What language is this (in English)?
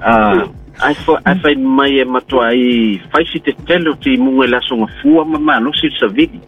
Samoan